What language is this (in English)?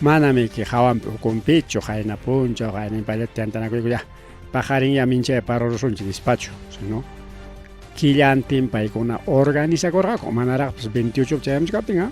Ayacucho Quechua